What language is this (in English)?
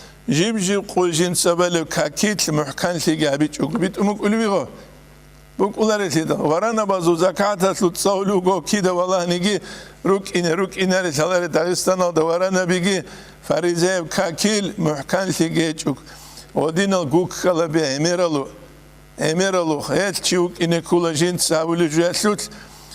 Avaric